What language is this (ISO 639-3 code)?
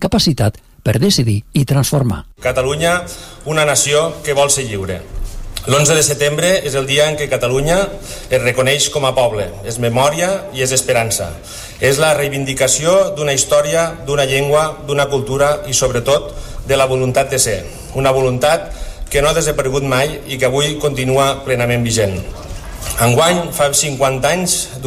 cat